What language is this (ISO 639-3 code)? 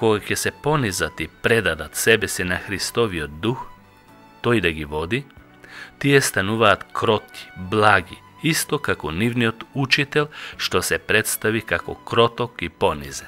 mkd